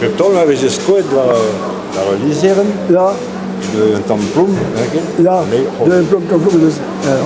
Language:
Breton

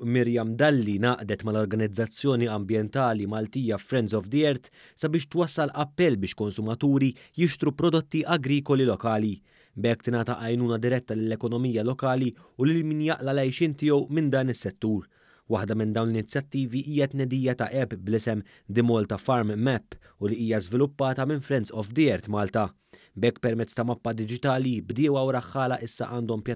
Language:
Maltese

